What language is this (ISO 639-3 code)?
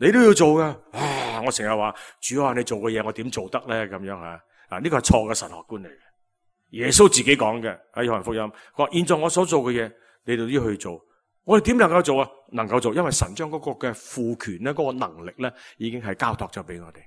yue